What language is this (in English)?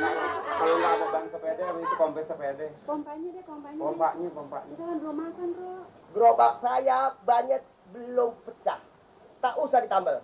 Betawi